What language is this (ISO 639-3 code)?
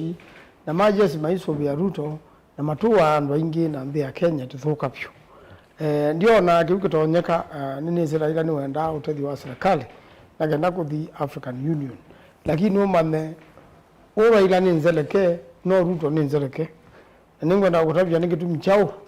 kam